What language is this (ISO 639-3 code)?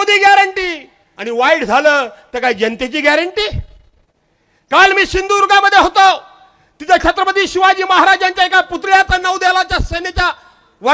mar